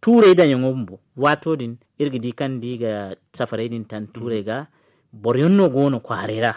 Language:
Zarma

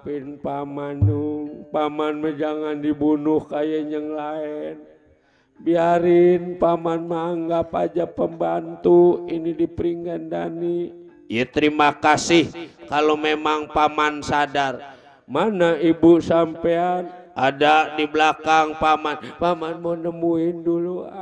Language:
Betawi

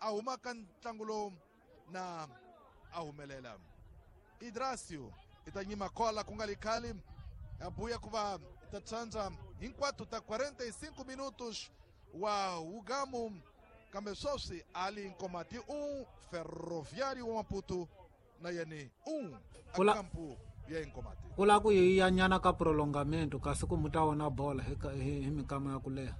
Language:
Tsonga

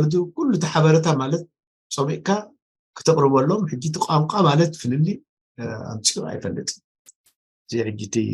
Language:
Tigrinya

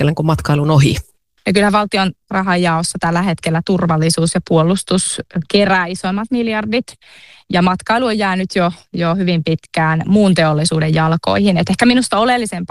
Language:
Finnish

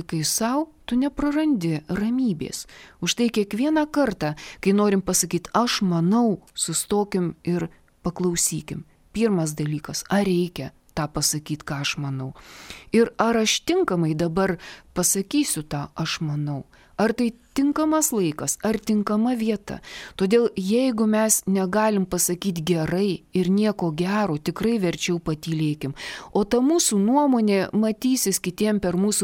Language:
Lithuanian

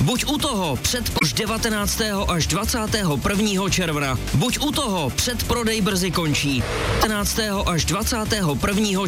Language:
Czech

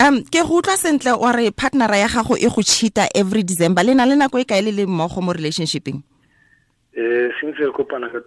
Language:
Tswana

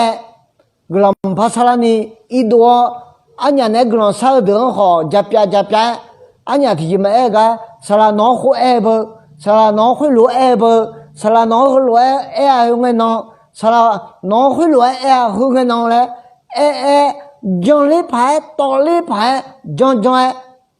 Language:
Akha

